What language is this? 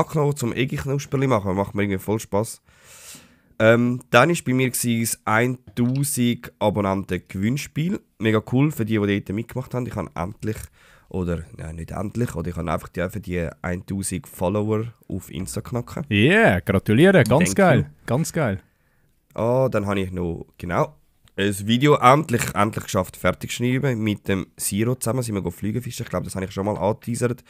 Swiss German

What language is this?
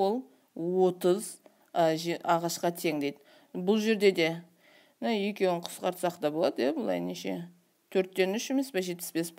Kazakh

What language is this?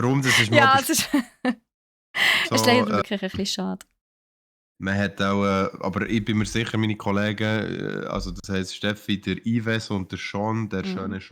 Swiss German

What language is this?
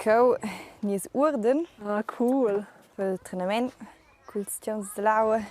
Romansh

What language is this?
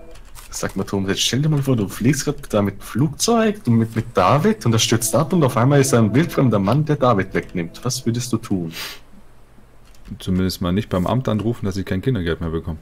German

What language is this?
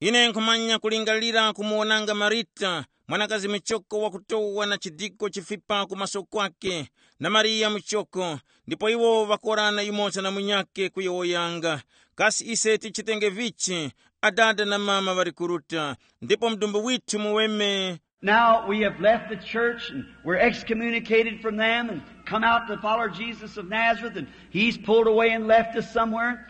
Tumbuka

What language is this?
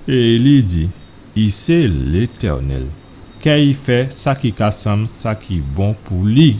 Guadeloupean Creole French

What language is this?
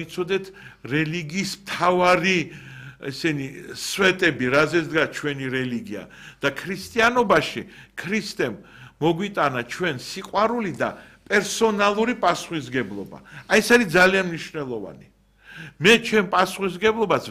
Georgian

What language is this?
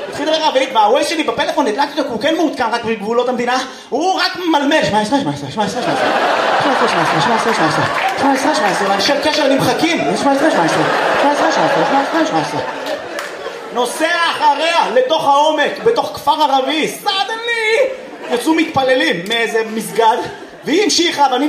Hebrew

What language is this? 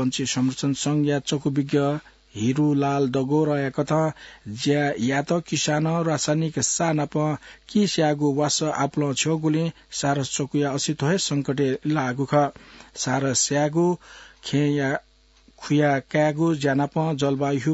Newari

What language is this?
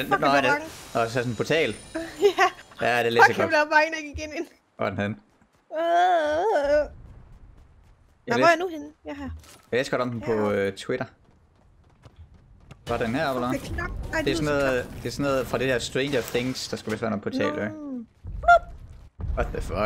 Danish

